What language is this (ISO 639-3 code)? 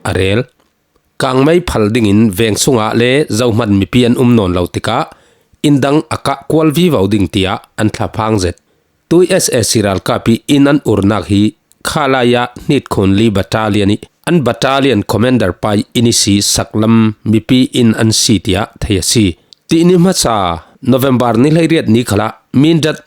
cfm